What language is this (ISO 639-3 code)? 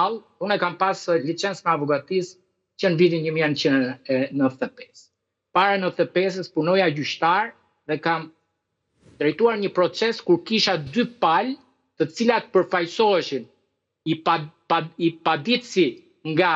sqi